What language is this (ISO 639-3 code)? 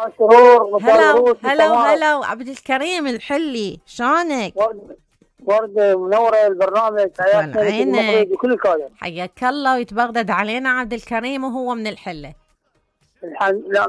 acm